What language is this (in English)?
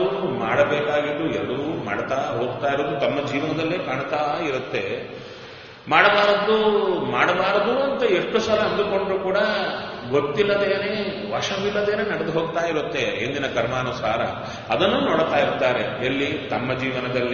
Kannada